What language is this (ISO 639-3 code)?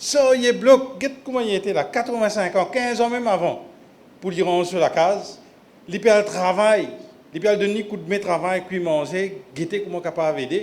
mfe